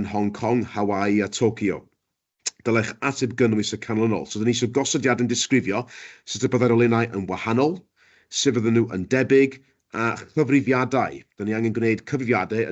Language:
Welsh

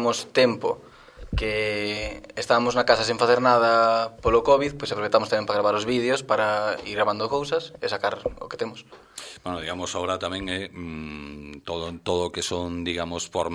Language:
Galician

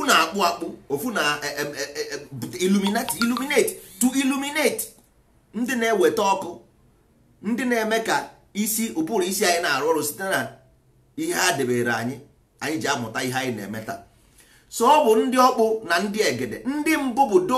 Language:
Igbo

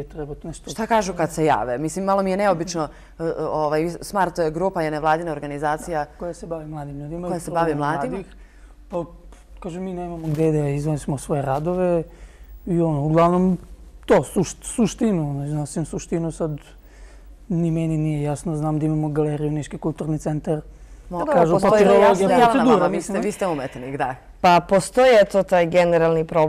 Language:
Serbian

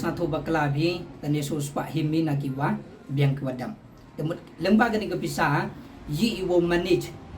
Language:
Pnar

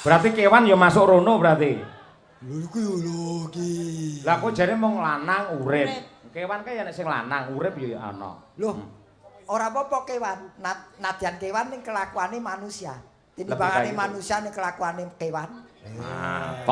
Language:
Javanese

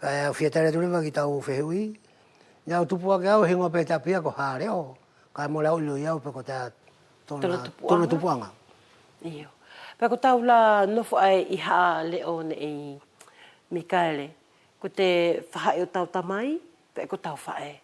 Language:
Wallisian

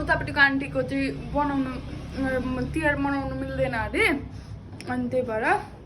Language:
Nepali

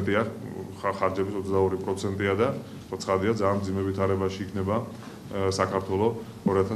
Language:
Georgian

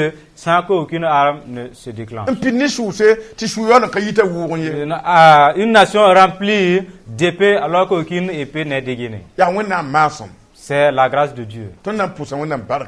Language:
Mossi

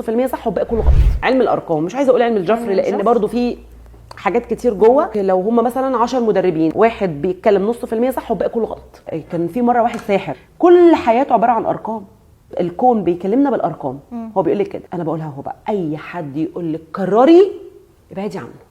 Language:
Egyptian Arabic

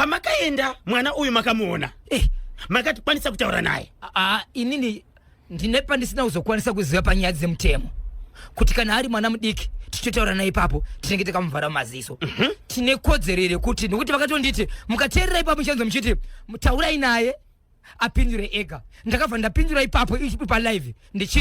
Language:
Shona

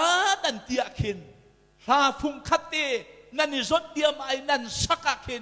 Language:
Hakha Chin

